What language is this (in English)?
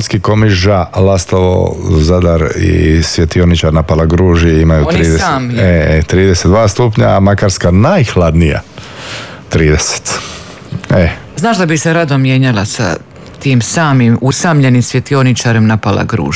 Croatian